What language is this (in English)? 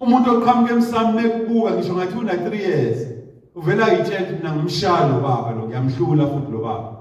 Zulu